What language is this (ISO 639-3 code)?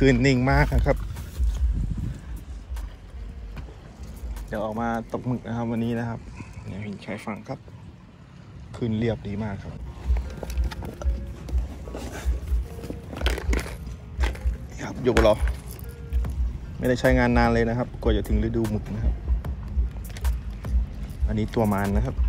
tha